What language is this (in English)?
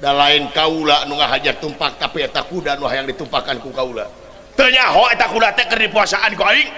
Sundanese